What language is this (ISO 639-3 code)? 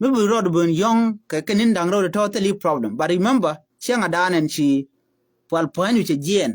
nus